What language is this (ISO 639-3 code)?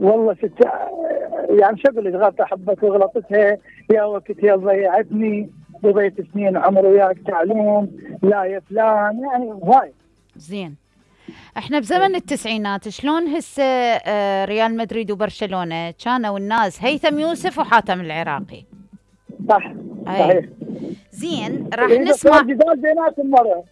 acm